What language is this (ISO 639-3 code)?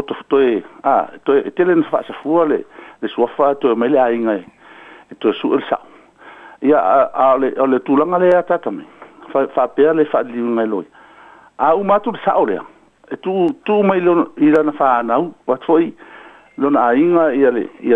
smo